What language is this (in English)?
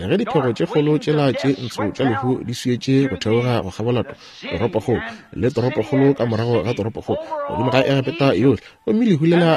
Northern Sotho